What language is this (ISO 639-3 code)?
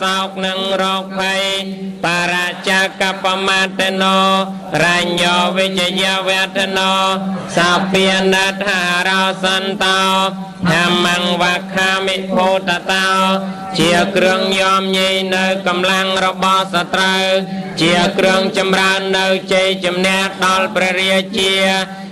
khm